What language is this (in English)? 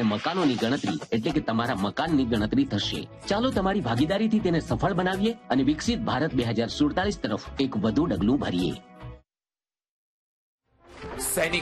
Gujarati